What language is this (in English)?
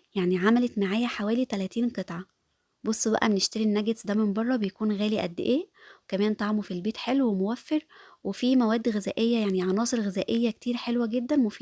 Egyptian Arabic